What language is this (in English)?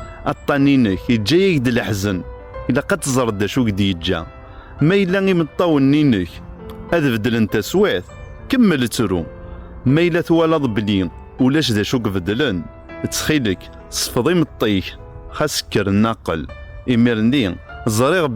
Kabyle